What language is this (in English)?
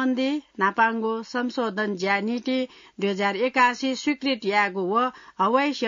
Newari